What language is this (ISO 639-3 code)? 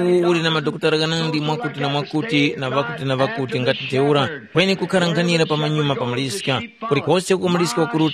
tum